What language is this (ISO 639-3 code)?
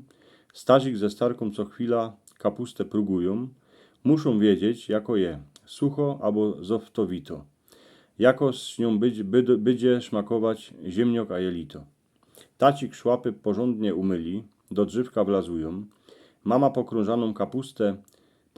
szl